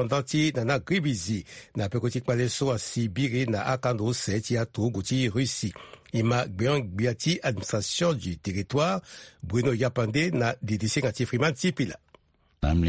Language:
Sango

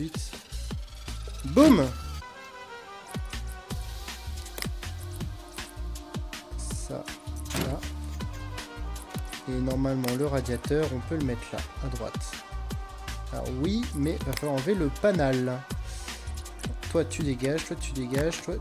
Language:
French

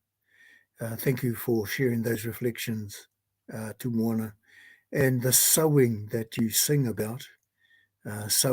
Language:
Māori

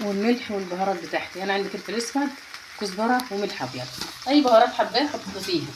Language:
Egyptian Arabic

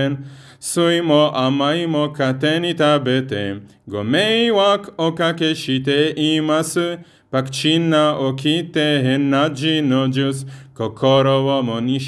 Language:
Japanese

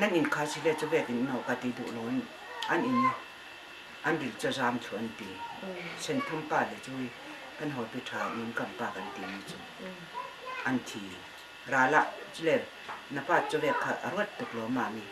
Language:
Hakha Chin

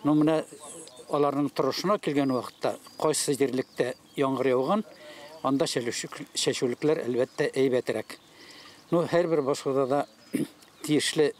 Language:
Tatar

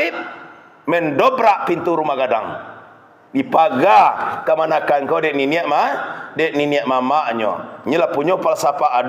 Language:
Minangkabau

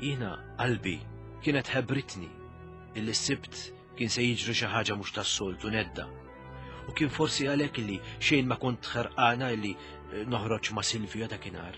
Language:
Maltese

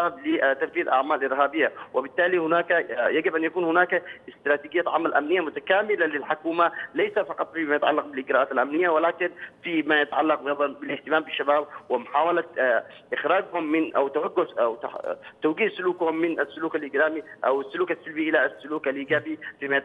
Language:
Arabic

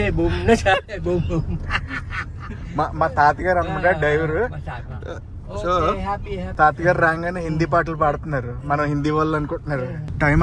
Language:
Telugu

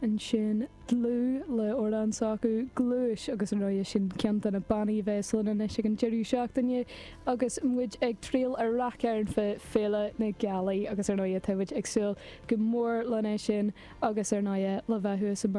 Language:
Irish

